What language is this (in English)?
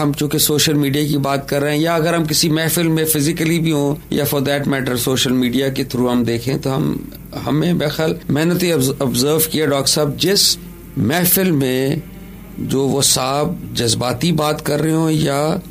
Urdu